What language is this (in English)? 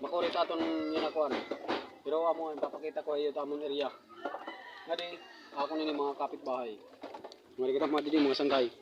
Waray